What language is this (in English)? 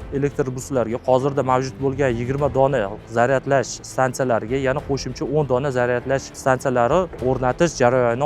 Uzbek